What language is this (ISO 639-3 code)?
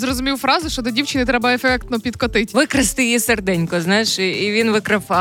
ukr